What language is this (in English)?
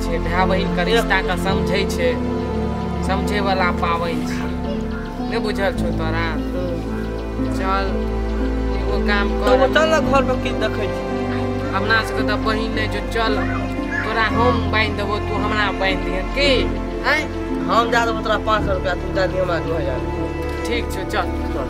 Maithili